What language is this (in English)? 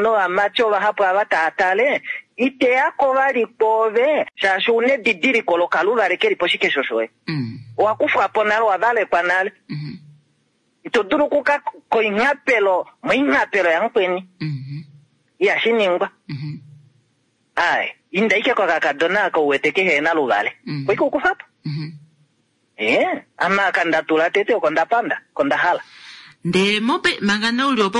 Kuanyama